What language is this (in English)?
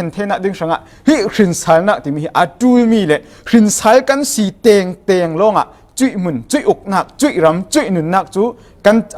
Falam Chin